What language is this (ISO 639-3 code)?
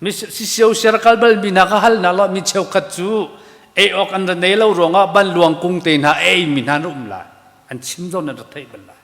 cnh